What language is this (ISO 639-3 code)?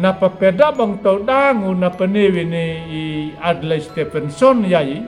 akg